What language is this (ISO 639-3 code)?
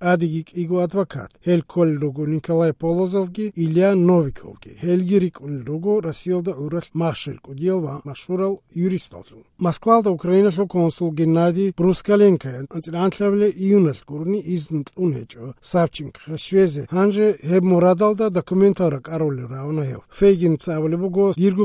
ava